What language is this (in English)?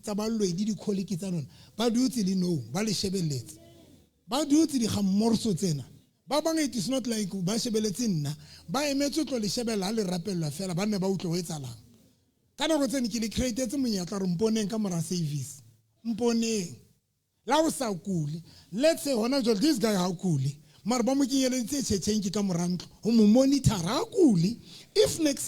Southern Sotho